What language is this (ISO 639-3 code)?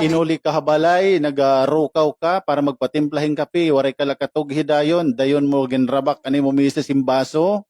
war